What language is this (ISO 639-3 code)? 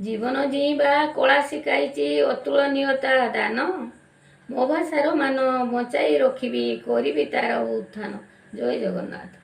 ori